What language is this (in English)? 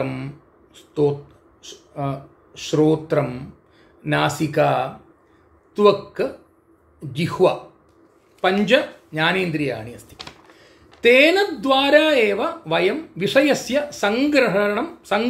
Sanskrit